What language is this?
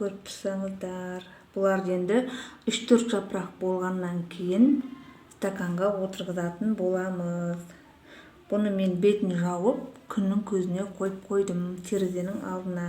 Kazakh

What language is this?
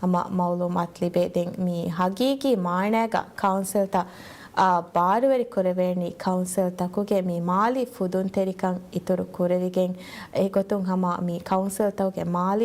Divehi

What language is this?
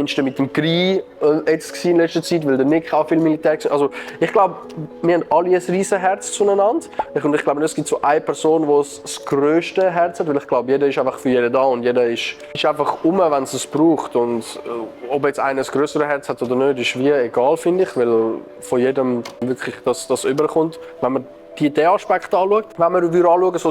Swiss German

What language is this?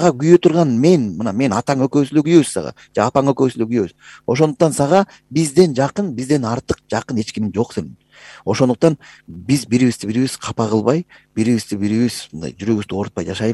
Kyrgyz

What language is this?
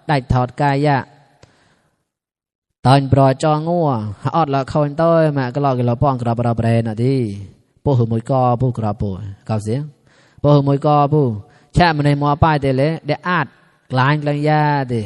Mon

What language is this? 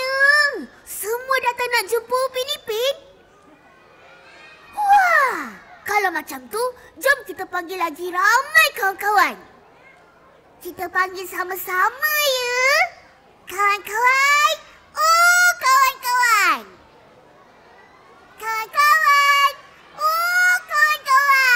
Malay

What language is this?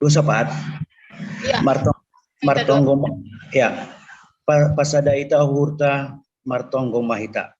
Batak Simalungun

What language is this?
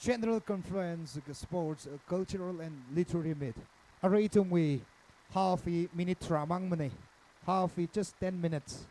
Tangkhul Naga (India)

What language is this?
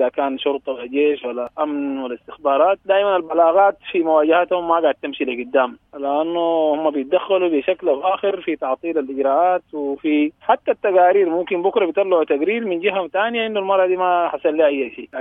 Sudanese Arabic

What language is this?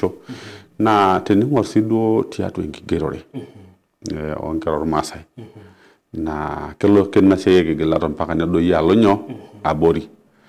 Masai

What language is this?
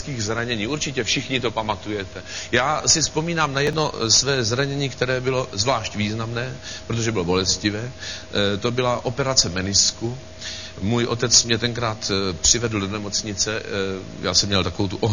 Czech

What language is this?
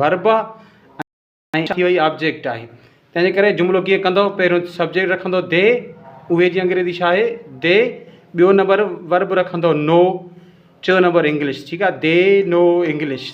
Sindhi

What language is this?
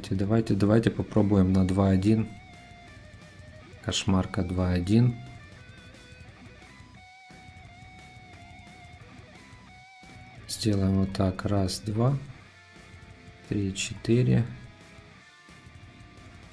Russian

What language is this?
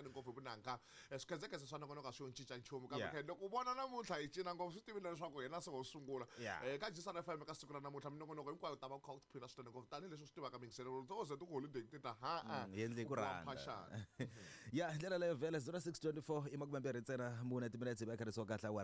Tsonga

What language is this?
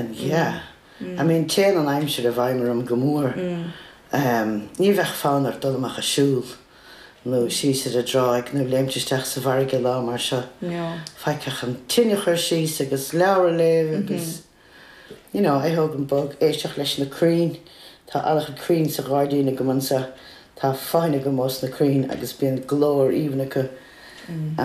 Irish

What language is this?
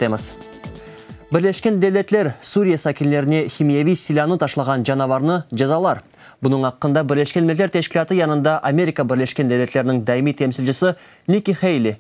Crimean Tatar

